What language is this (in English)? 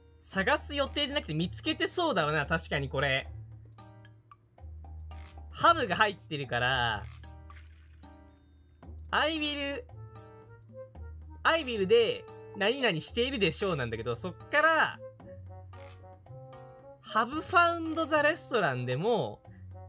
Japanese